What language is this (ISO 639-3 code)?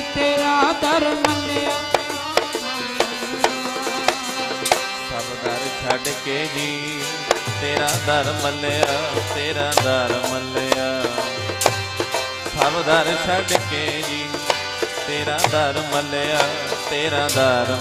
pan